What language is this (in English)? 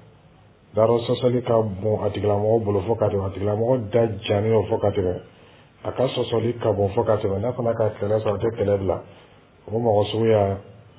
Dyula